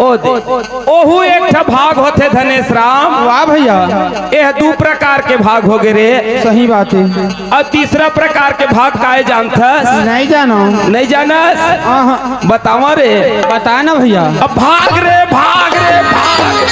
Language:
Chhattisgarhi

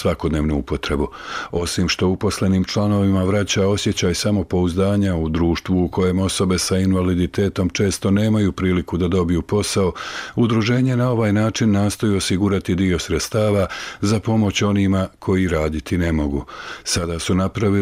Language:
Bosnian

